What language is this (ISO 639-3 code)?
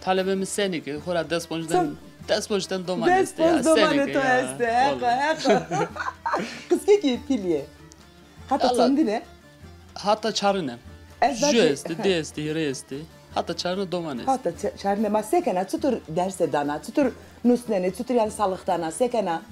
zza